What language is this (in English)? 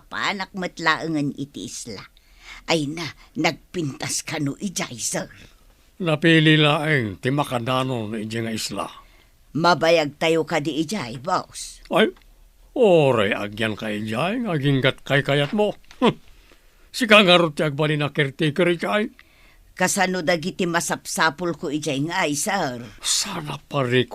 Iloko